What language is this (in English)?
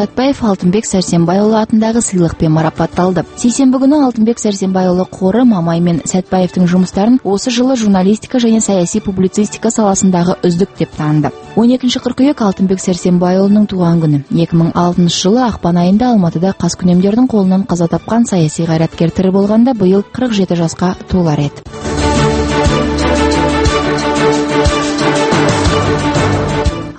Kazakh